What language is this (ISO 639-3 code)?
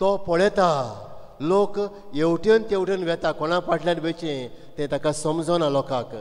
kok